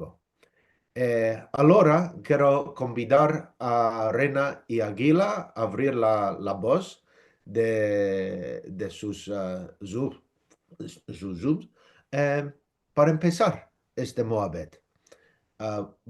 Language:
Ladino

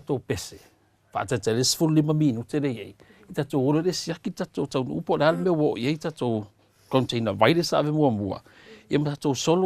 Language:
Samoan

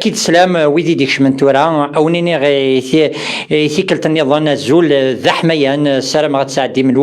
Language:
Kabyle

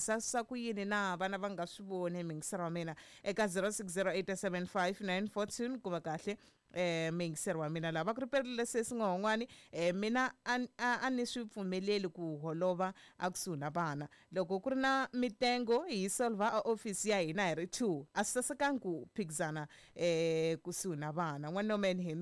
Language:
Tsonga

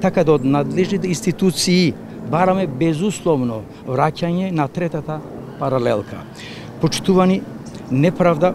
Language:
Macedonian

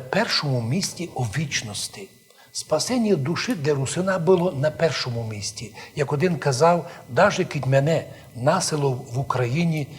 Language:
Rusyn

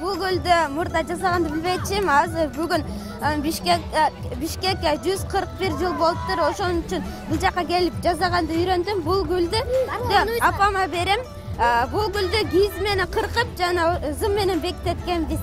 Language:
Kyrgyz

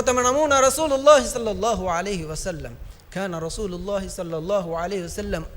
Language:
Divehi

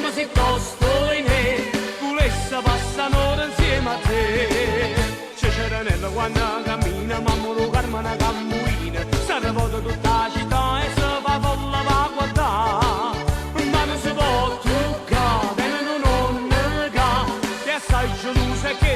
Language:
Neapolitan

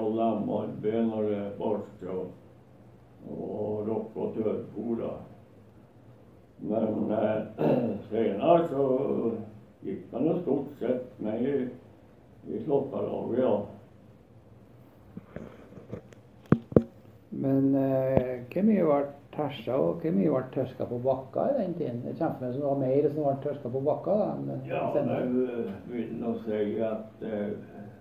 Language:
Norwegian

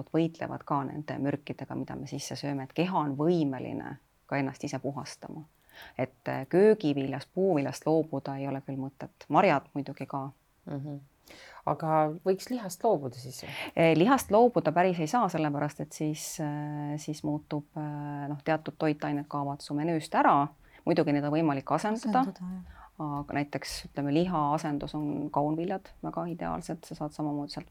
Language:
Estonian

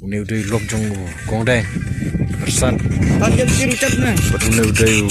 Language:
Khasi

